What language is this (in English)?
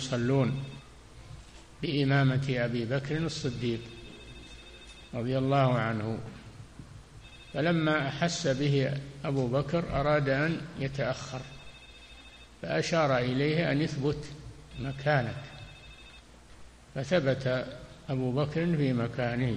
Arabic